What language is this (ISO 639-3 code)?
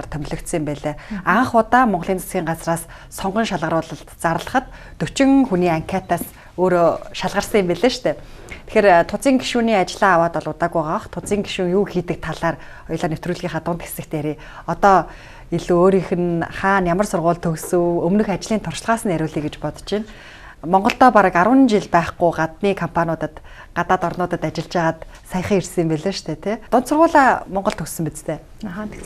mon